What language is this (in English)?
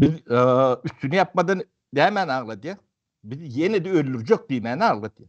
Turkmen